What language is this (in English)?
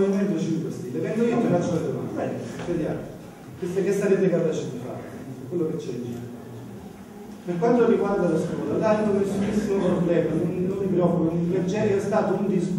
Italian